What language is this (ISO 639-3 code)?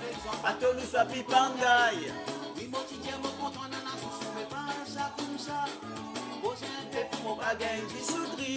mfe